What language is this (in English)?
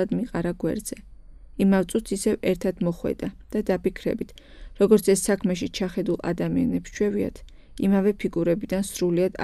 Georgian